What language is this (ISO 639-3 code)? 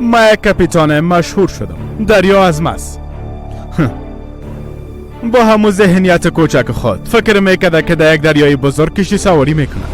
fas